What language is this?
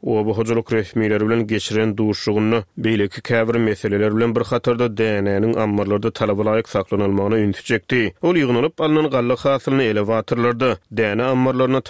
Turkmen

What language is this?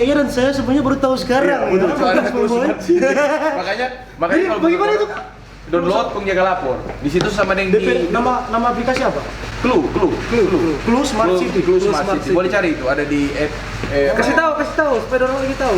Manado Malay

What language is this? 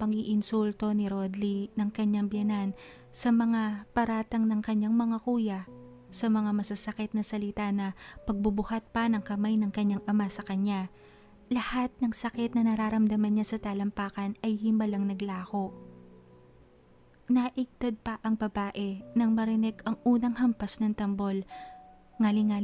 Filipino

